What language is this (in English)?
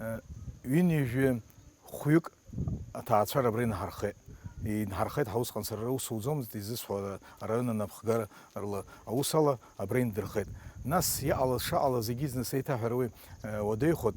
Abkhazian